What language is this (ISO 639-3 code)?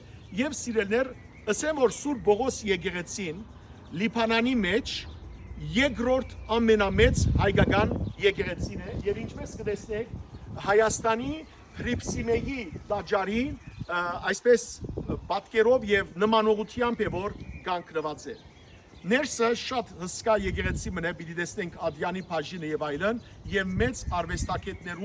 hyw